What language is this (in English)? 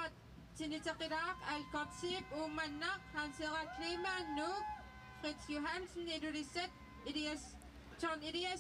Kalaallisut